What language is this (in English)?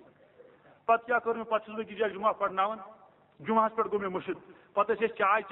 Kashmiri